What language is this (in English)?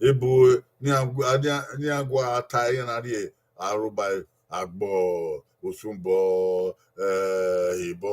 Bini